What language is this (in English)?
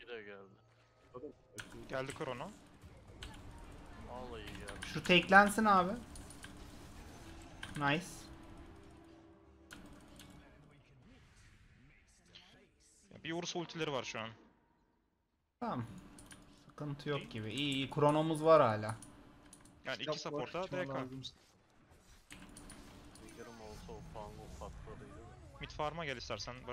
Turkish